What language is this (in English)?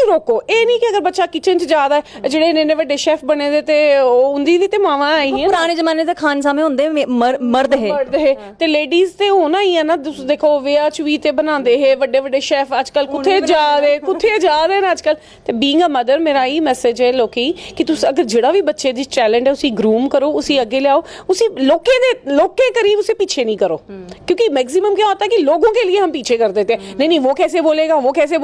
Dogri